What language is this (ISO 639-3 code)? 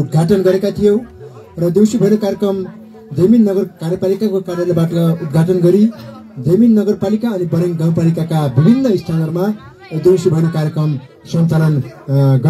nep